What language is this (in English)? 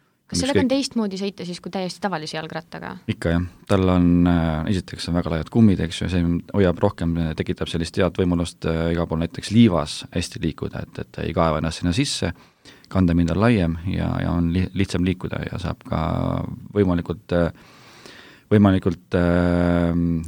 Estonian